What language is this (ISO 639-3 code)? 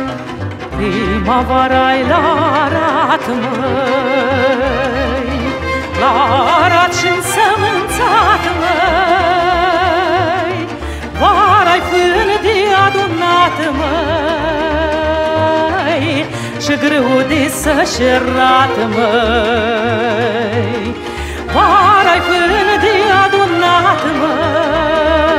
ron